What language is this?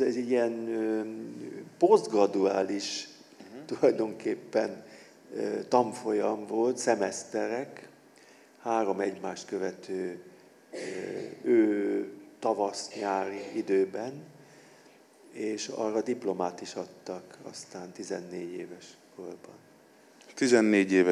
Hungarian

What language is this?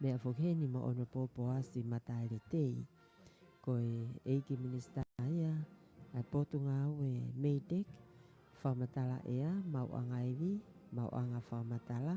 Tongan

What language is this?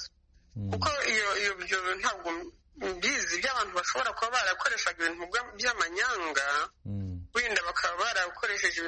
Kinyarwanda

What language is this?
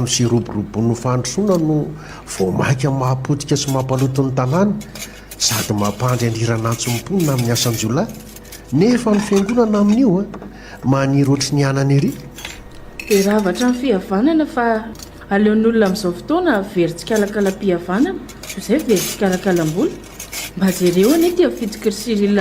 Malagasy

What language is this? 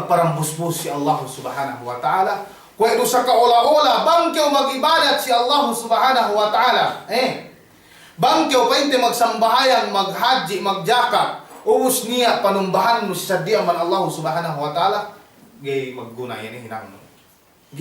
Yakan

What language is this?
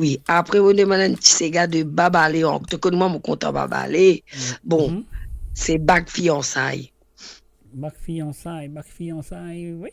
Morisyen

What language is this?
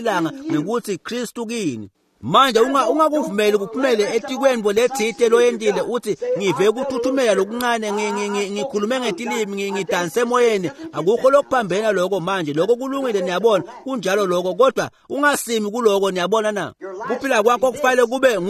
Swati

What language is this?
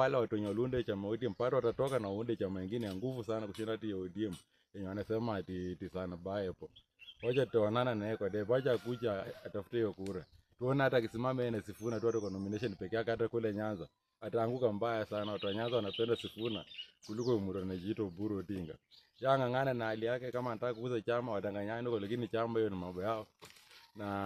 Swahili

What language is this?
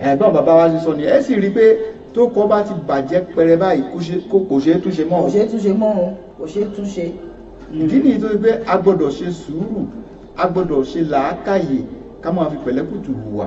Yoruba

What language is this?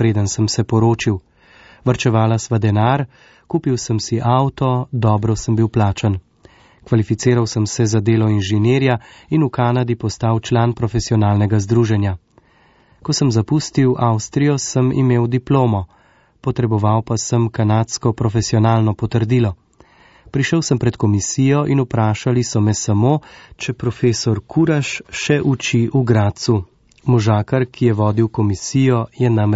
Slovenian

